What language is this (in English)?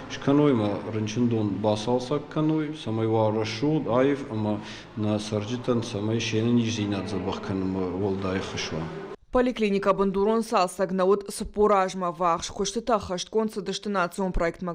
Ossetic